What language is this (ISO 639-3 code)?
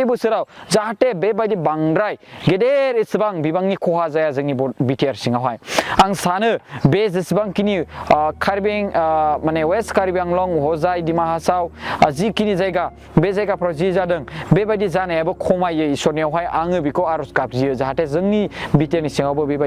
brx